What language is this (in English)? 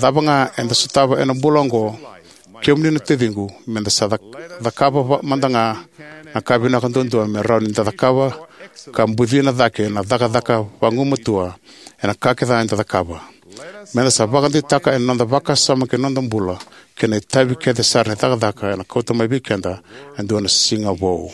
Fijian